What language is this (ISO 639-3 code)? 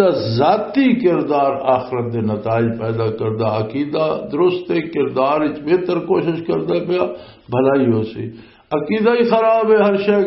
lah